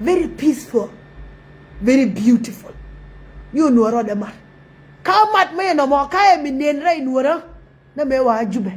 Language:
Nuer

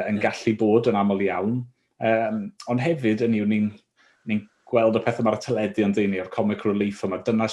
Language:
Welsh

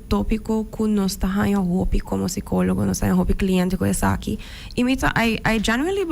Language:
Papiamento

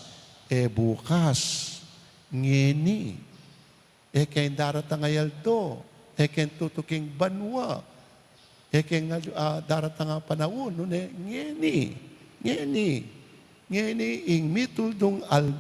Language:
Pampanga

